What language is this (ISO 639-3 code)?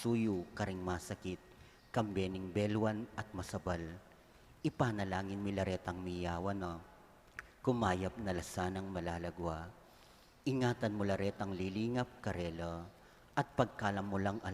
pam